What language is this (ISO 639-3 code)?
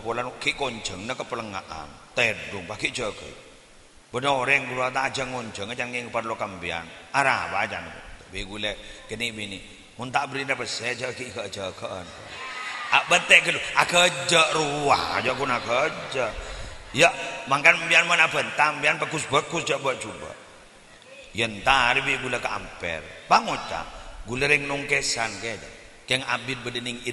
mad